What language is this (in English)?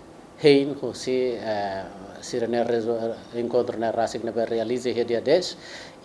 Tetum